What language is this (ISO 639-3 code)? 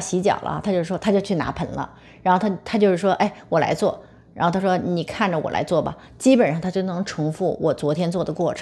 zho